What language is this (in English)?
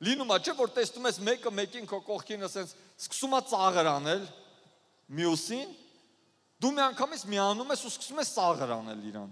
Armenian